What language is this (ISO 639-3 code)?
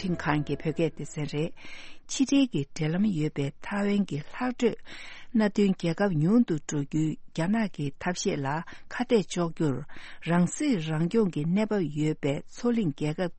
bod